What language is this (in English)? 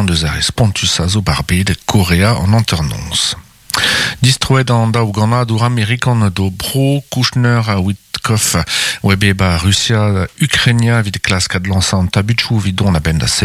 Breton